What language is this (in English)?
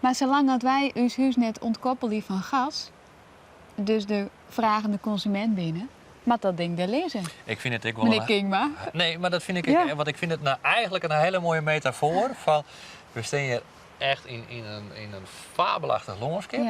Western Frisian